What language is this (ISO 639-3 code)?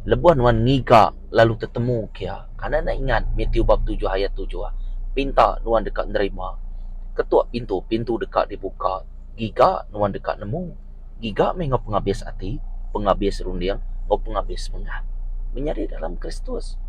iba